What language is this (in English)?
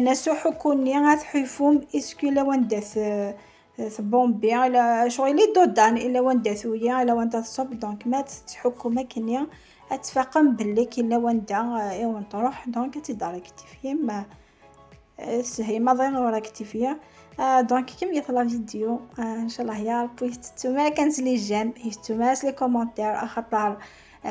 Kabyle